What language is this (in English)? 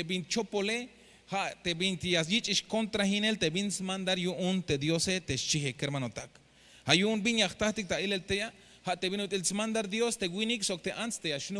Tzeltal